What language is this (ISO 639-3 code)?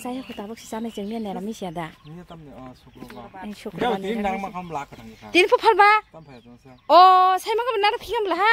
trp